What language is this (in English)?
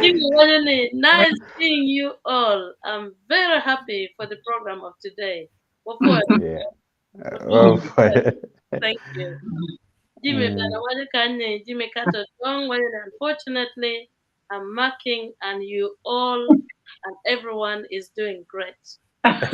Acoli